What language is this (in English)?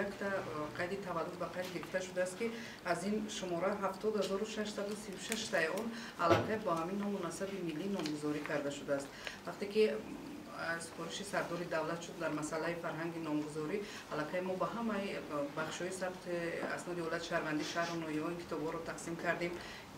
Tajik